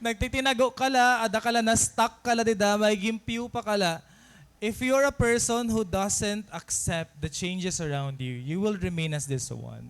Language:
Waray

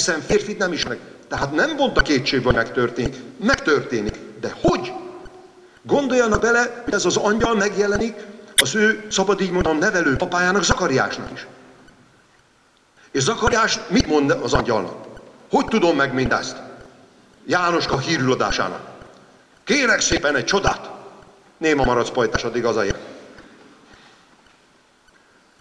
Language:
Hungarian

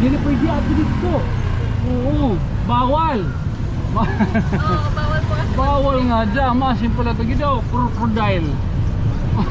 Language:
Waray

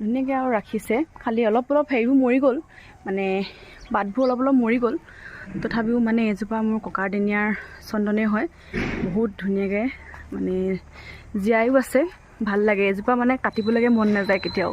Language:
Assamese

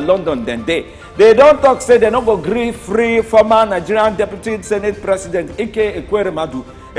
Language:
Nigerian Pidgin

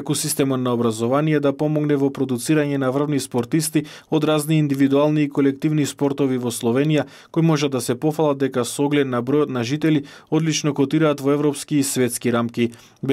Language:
Macedonian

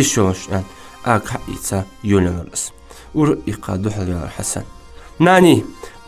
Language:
Ingush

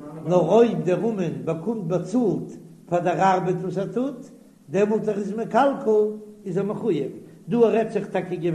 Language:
Yiddish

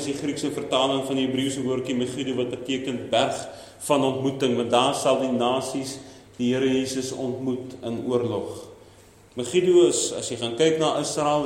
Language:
Afrikaans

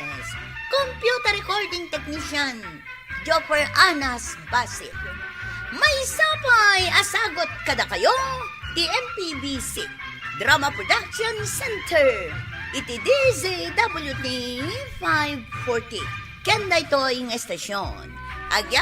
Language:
Iloko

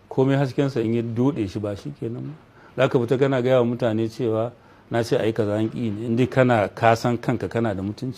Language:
Hausa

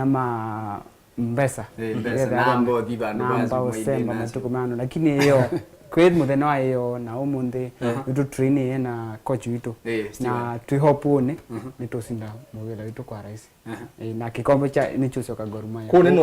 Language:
Kamba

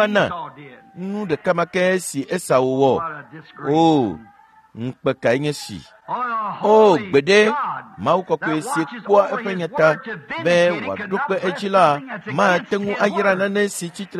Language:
Ewe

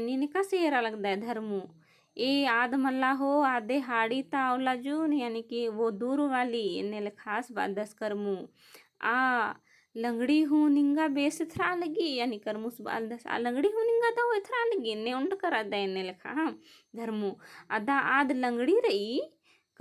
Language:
Kurukh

